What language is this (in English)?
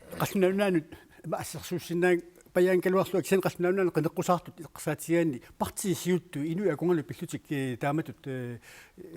Kalaallisut